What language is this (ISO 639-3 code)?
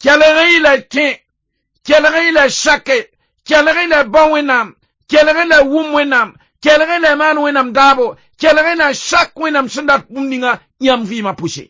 mos